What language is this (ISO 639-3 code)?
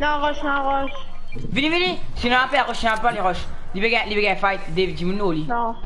mfe